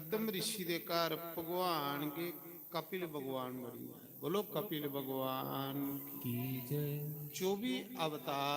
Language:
Dogri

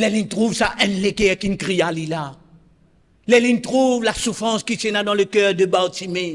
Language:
Morisyen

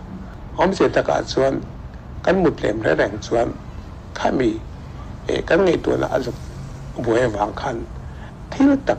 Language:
Mizo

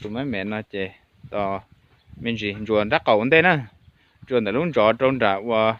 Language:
Hmong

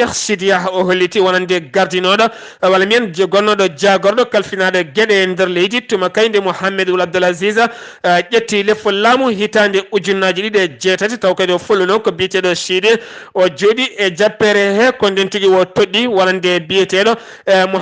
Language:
Fula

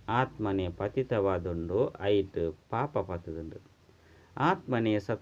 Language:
Tulu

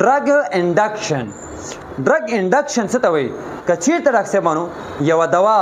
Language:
Pashto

